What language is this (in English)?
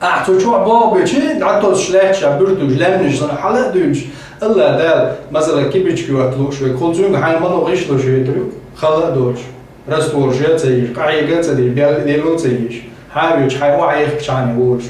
Chechen